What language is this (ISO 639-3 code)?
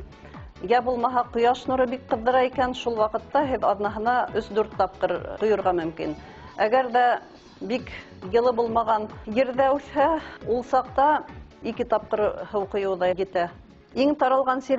bak